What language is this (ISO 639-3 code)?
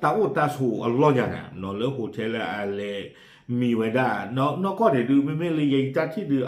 ksw